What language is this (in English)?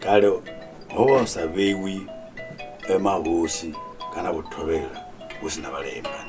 Venda